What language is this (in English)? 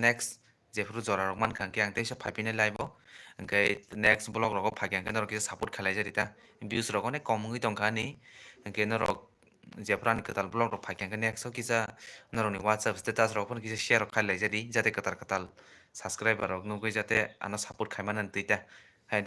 Kok Borok